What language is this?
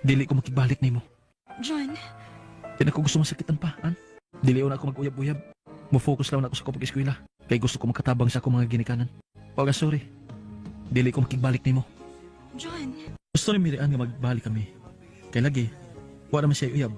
Cebuano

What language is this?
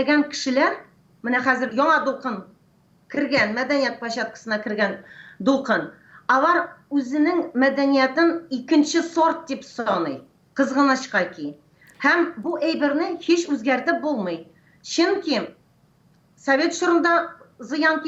Tatar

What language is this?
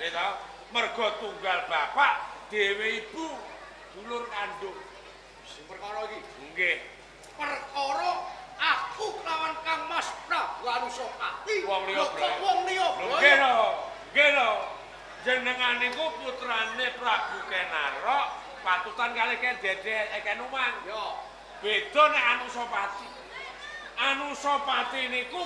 Javanese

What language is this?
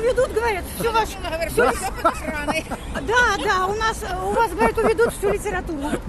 Russian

